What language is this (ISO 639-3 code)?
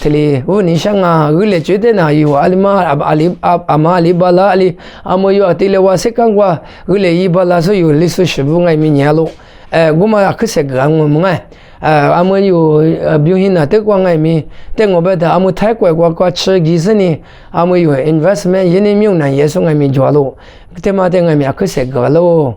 lis